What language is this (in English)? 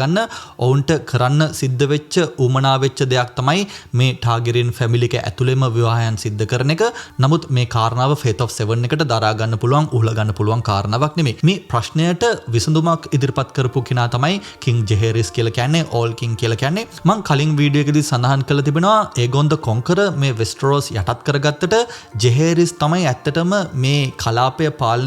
Sinhala